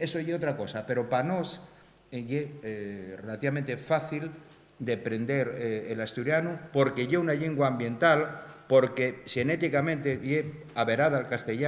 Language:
Asturian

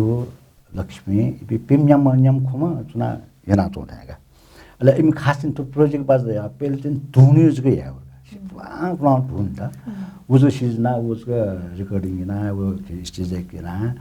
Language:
Newari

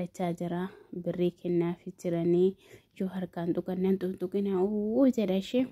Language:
Oromo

